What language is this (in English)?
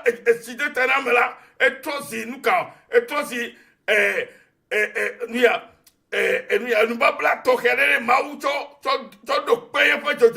Ewe